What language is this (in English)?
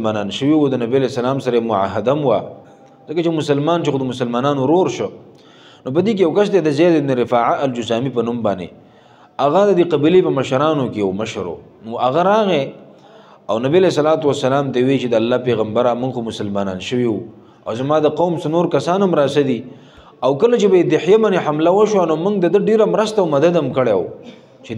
Pashto